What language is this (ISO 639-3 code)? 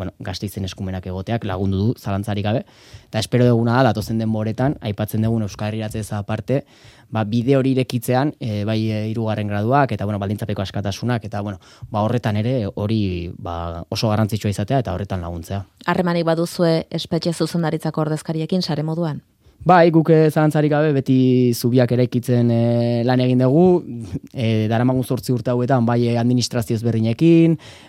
eus